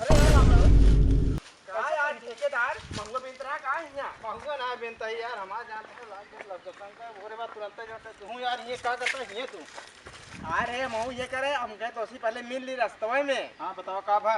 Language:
Awadhi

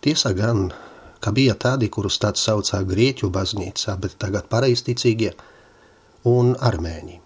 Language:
Latvian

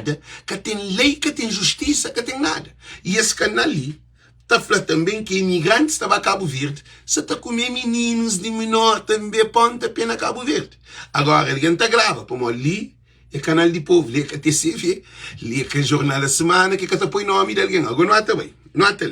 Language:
Kabuverdianu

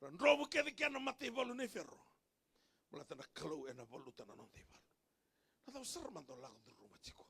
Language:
Fijian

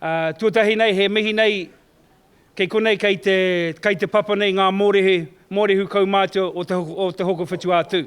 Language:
Māori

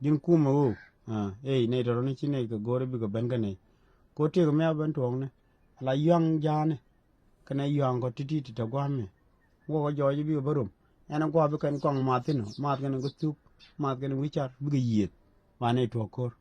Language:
Nuer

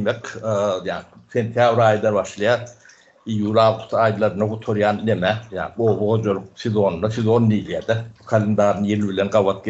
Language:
Turkmen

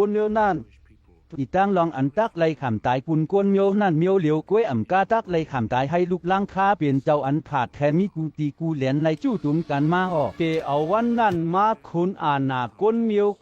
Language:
Shan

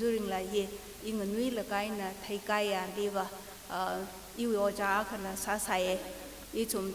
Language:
Tangkhul Naga (India)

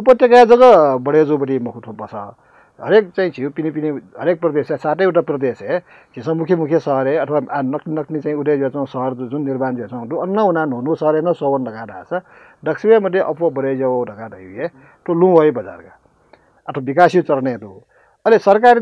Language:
Newari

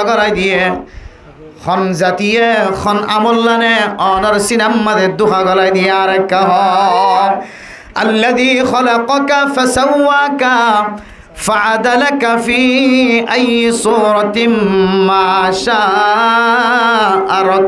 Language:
Rohingya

